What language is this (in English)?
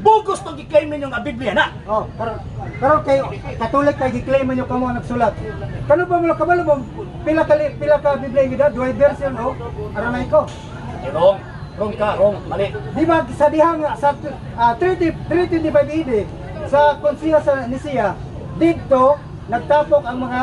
Cebuano